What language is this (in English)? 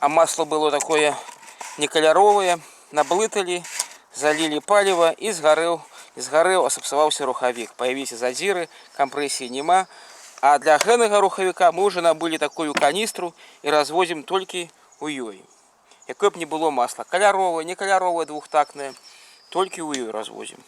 Belarusian